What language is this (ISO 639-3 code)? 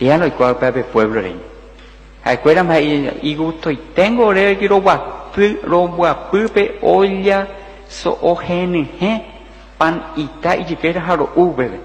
grn